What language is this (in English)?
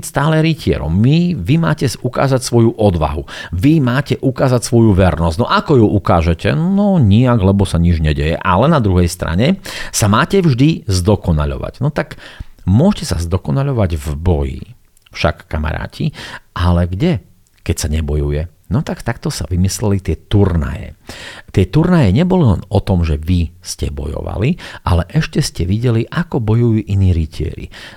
Slovak